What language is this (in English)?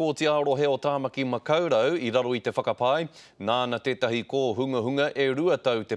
Māori